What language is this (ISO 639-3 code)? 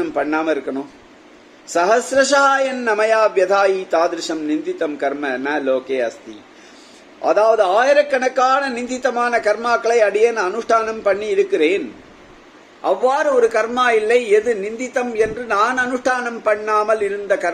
tam